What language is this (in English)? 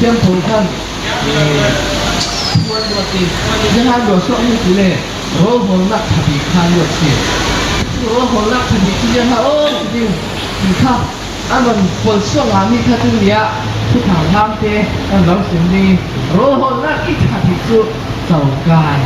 Falam Chin